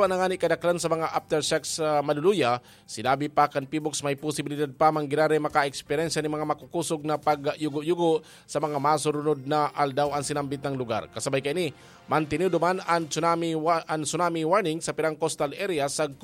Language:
Bikol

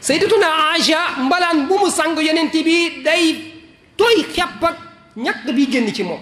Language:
Wolof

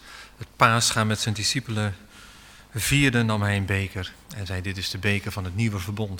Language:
Dutch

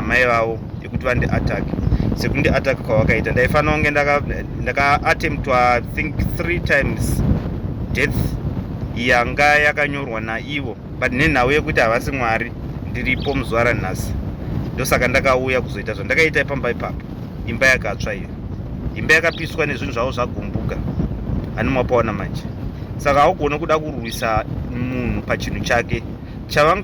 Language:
Shona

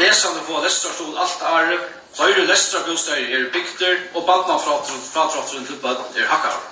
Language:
Faroese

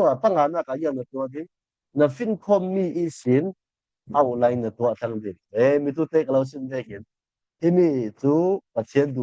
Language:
Falam Chin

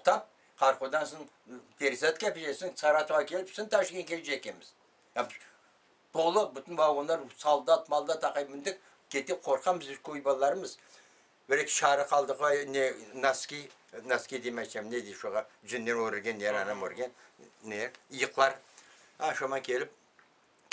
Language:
Crimean Tatar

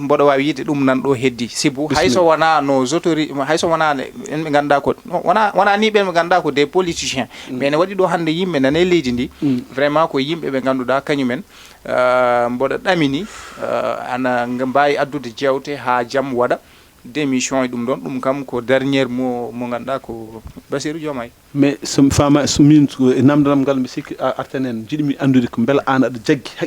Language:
Fula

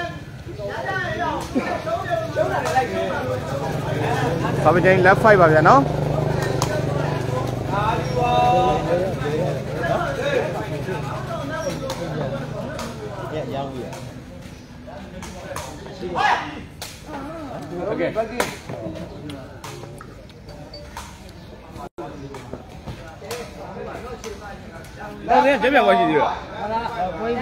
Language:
Burmese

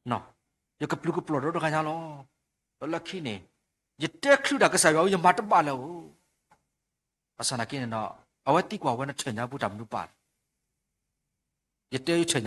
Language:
S'gaw Karen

